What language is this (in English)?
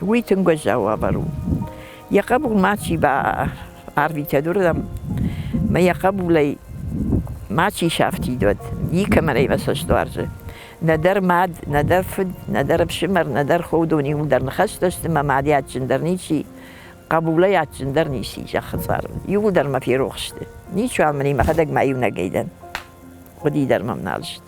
Ossetic